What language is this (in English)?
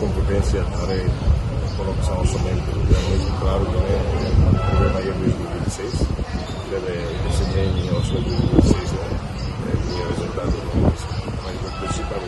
Tetum